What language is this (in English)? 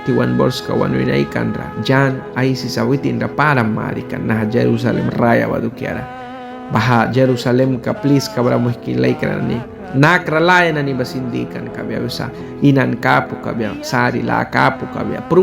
Mískito